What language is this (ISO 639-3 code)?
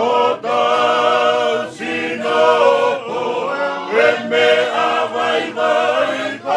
ton